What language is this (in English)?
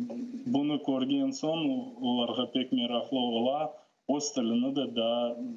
Crimean Tatar